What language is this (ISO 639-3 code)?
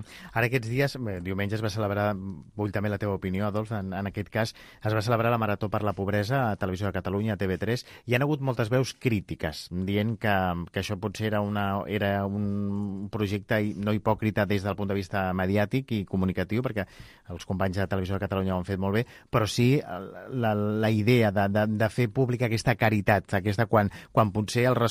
cat